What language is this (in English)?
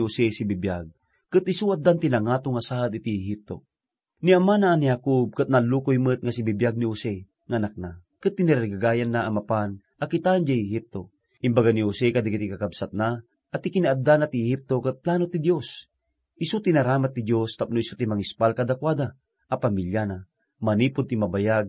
Iloko